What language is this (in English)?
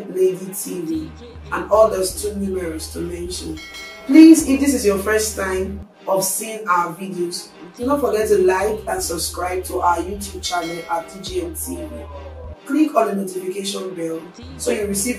Nigerian Pidgin